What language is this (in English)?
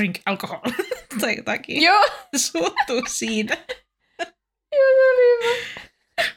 Finnish